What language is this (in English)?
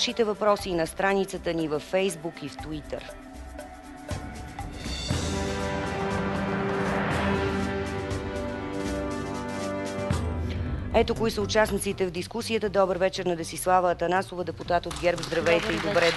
Bulgarian